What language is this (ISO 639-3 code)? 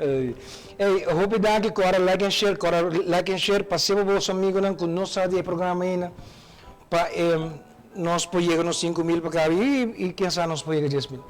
pap